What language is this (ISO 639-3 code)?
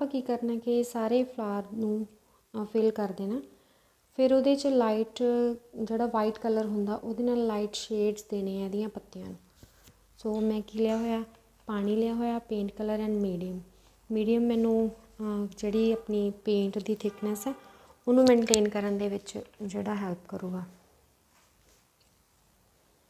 pan